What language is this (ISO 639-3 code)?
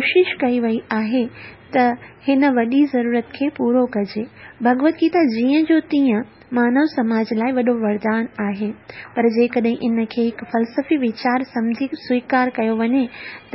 snd